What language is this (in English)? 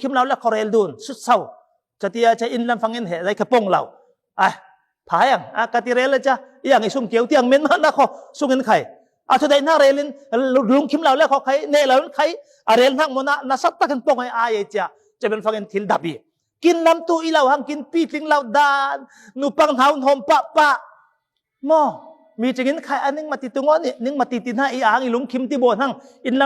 Falam Chin